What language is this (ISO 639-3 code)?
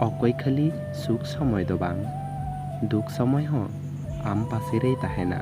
sat